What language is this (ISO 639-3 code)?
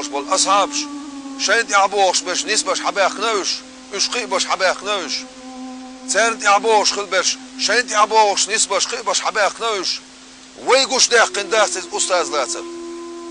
che